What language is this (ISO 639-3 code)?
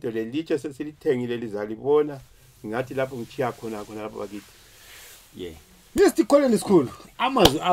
zul